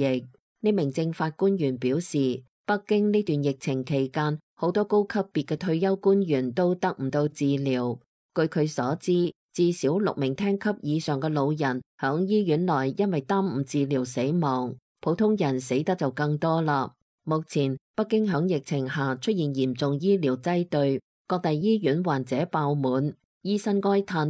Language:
Cantonese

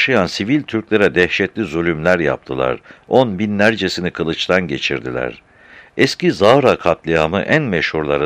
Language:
Turkish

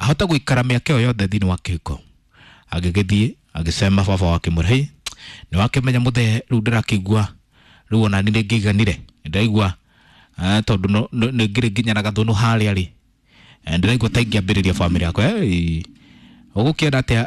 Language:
Kikuyu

